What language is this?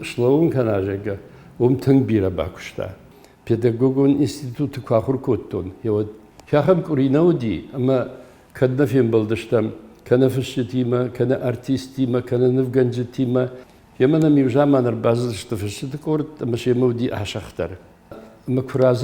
Ossetic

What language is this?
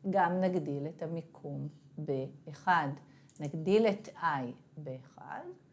Hebrew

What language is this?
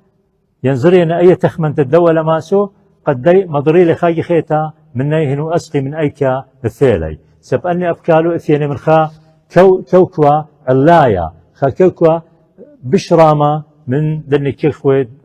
Assyrian Neo-Aramaic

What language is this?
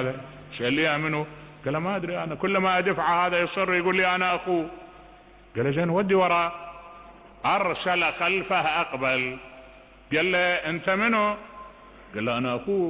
Mesopotamian Arabic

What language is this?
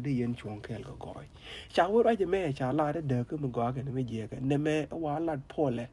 Nuer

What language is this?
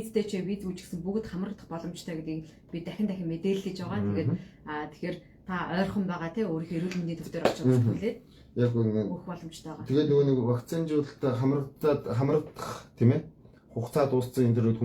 Mongolian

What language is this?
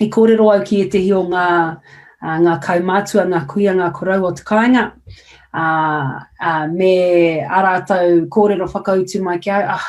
Māori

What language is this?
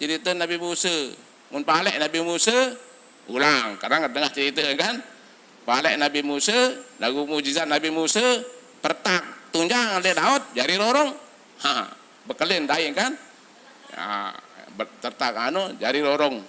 Sasak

